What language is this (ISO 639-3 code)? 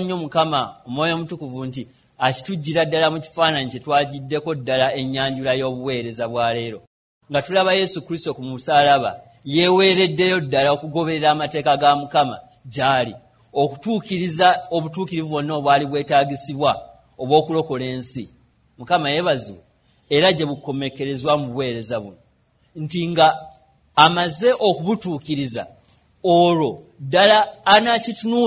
lug